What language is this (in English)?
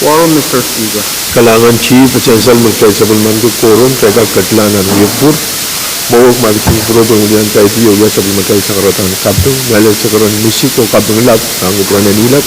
Pohnpeian